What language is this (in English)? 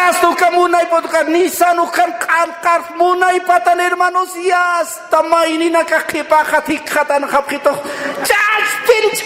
Aymara